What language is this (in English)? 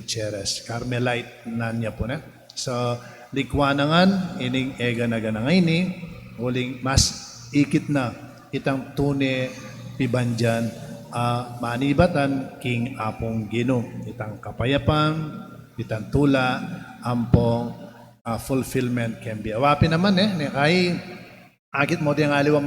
Pampanga